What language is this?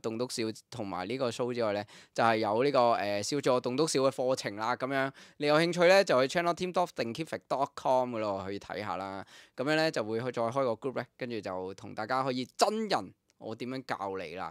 Cantonese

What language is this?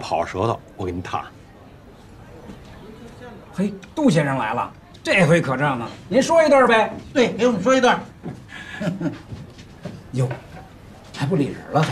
Chinese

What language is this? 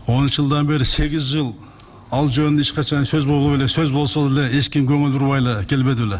Kyrgyz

